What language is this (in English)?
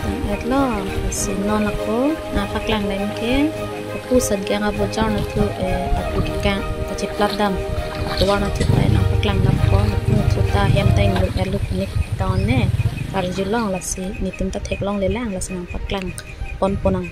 Karbi